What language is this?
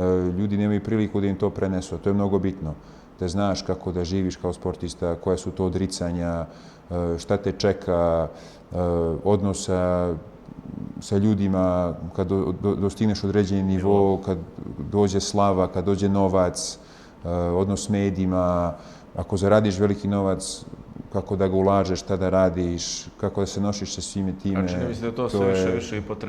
Bosnian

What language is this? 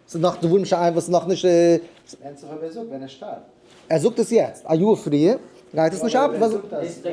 Yiddish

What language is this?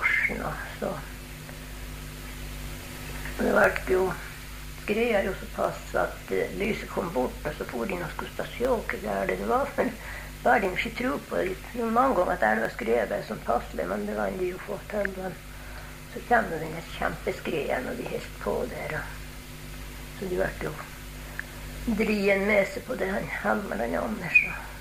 Norwegian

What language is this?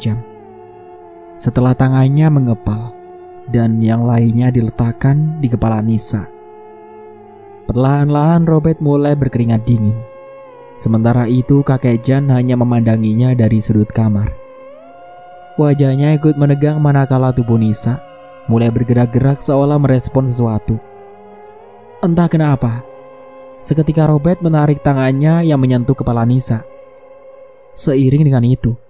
Indonesian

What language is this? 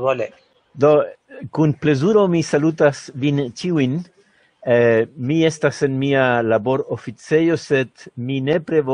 Esperanto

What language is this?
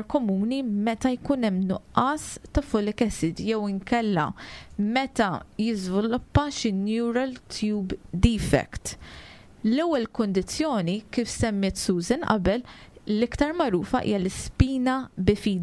Maltese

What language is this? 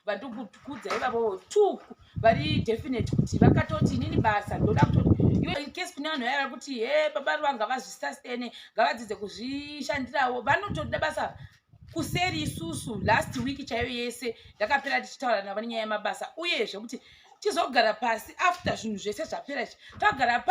Shona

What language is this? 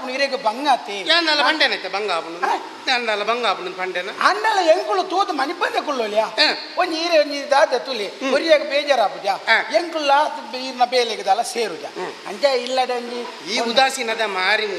Tulu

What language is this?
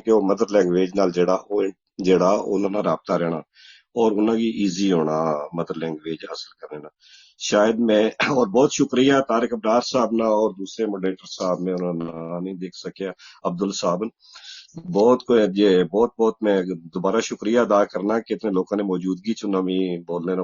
Gujari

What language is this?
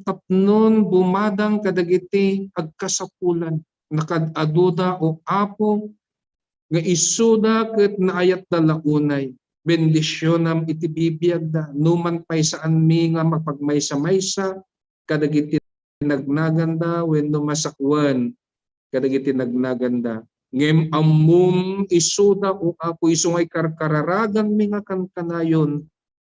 Iloko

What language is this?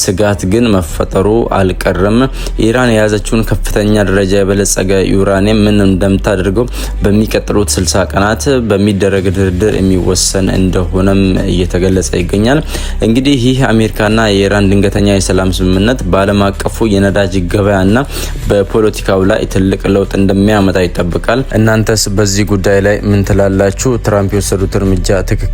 Amharic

